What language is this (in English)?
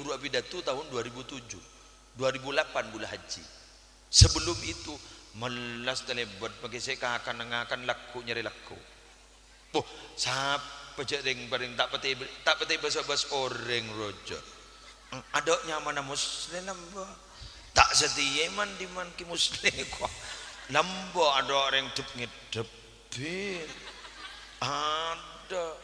Madurese